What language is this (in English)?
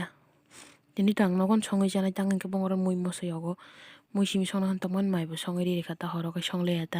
Kok Borok